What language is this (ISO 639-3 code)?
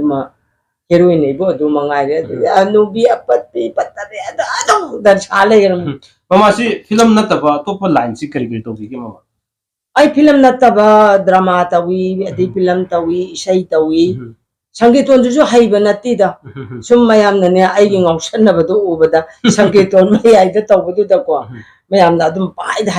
mni